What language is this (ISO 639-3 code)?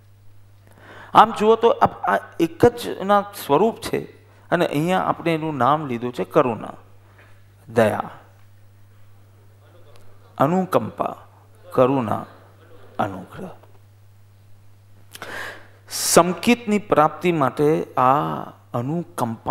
guj